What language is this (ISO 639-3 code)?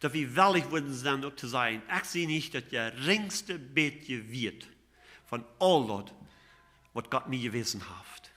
pdt